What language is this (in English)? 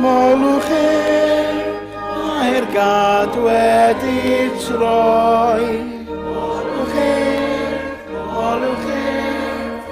Welsh